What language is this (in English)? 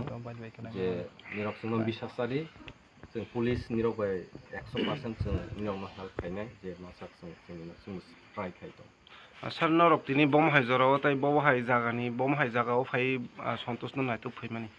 Kok Borok